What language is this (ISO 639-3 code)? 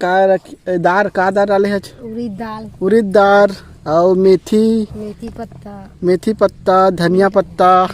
hne